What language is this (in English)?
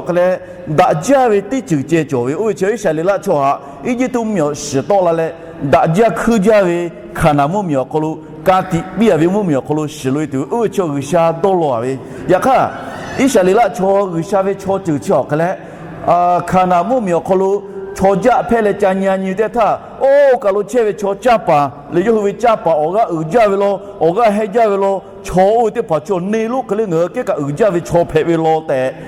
Lahu